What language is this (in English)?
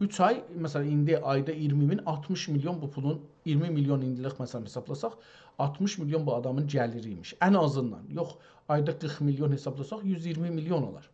South Azerbaijani